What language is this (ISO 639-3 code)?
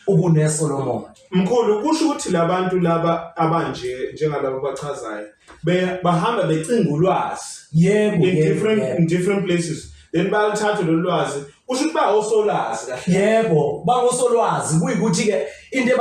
zul